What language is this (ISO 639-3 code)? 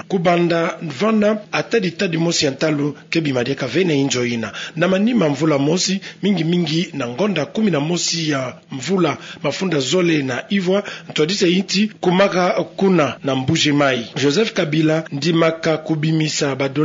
ktu